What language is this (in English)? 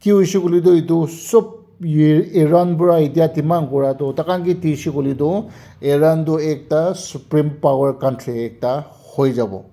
Naga Pidgin